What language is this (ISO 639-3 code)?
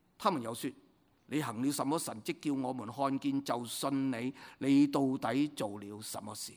yue